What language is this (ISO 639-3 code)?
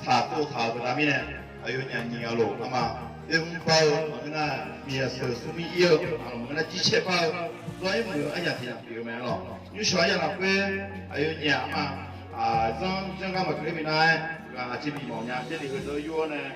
ahk